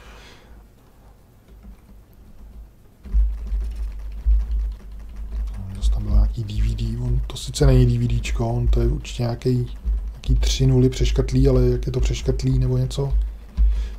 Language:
Czech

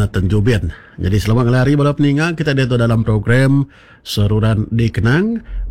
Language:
Iban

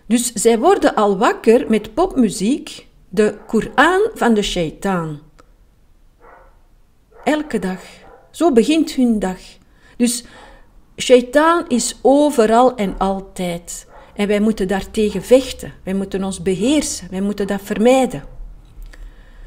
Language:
Dutch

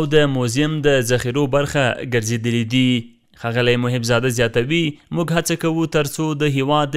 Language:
Pashto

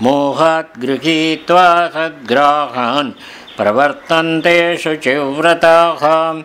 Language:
Sanskrit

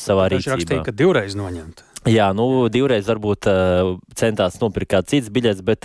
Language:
Latvian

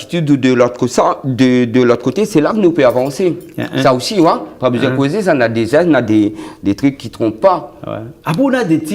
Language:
Réunion Creole French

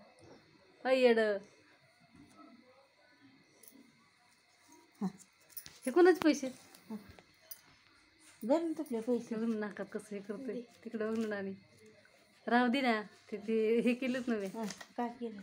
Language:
Marathi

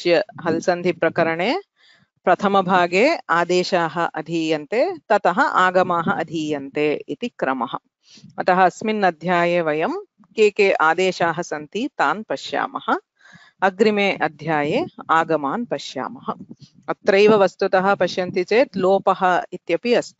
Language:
Sanskrit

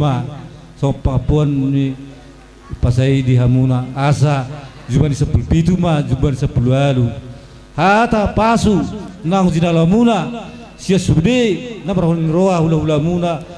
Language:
Batak Toba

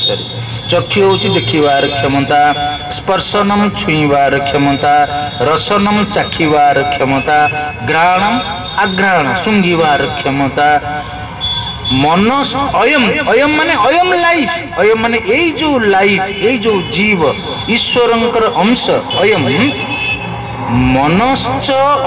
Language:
Odia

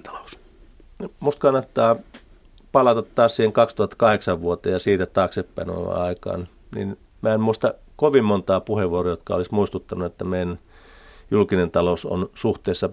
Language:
Finnish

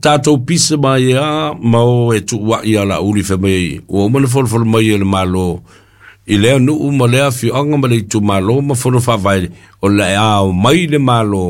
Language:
Samoan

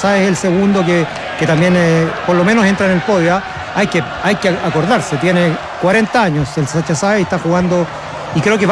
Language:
Spanish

